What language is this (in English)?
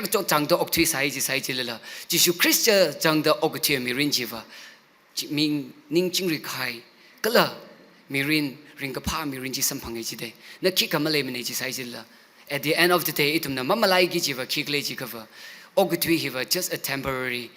Tangkhul Naga (India)